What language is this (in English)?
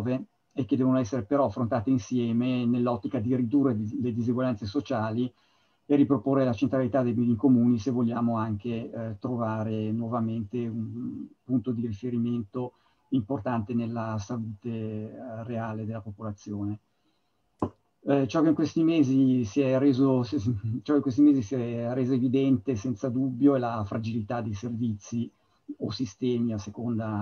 Italian